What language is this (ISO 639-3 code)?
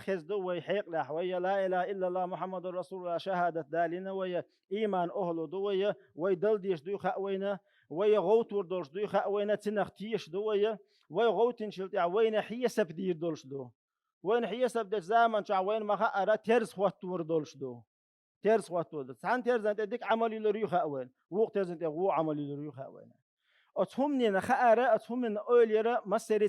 che